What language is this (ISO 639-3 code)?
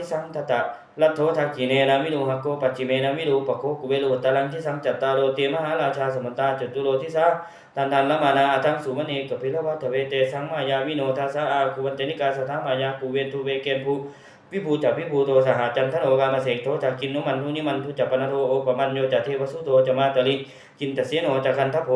pli